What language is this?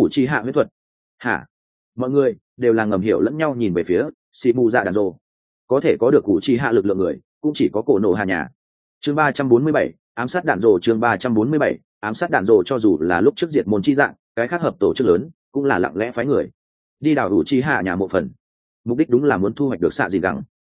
Vietnamese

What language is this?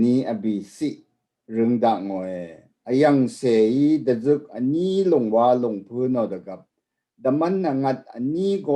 Rawang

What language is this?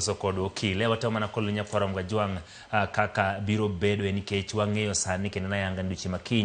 Luo (Kenya and Tanzania)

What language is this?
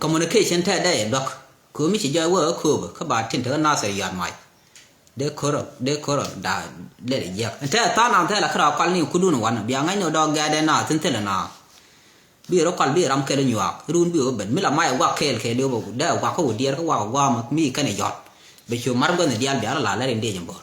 Nuer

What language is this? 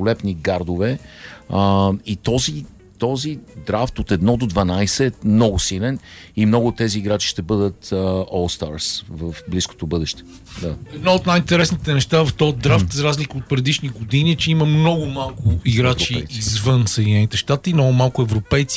Bulgarian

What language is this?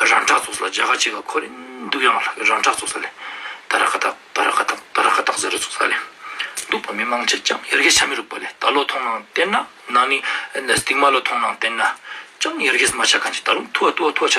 Ladakhi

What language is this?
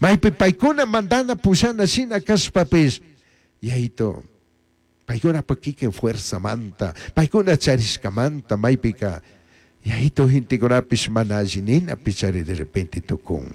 Chimborazo Highland Quichua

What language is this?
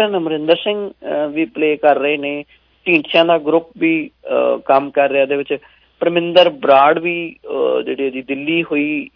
Punjabi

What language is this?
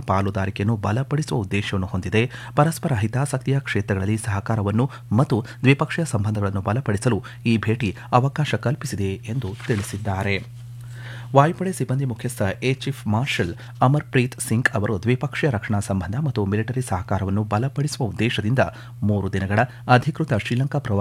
Kannada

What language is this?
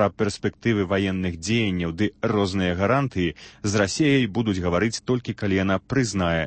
Belarusian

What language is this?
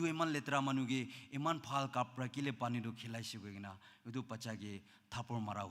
Naga Pidgin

